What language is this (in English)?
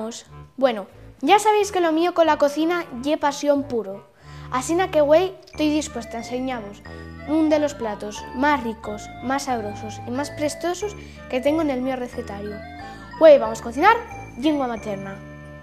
Asturian